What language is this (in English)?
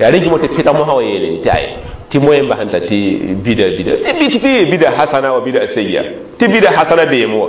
Mossi